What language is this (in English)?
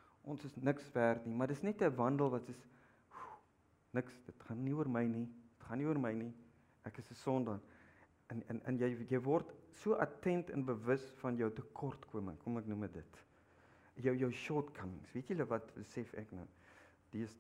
Afrikaans